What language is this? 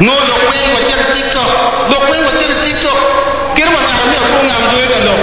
Acoli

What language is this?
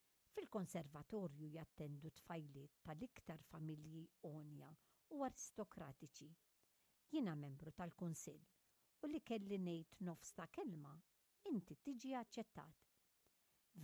Maltese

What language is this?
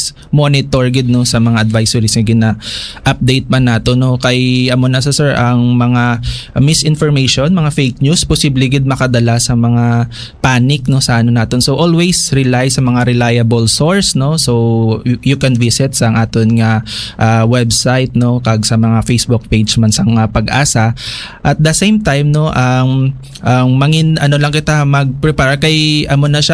Hiligaynon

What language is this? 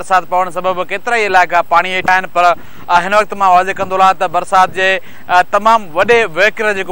Sindhi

